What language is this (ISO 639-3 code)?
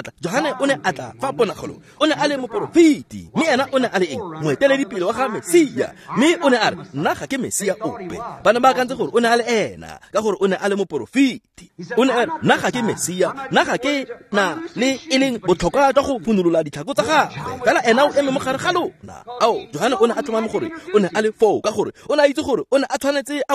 tsn